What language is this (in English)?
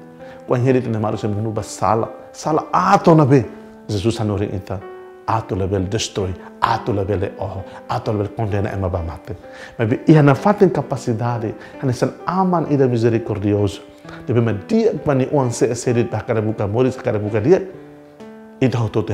Tetum